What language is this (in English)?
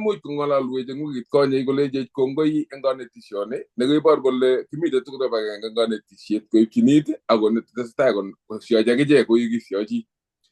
Kalenjin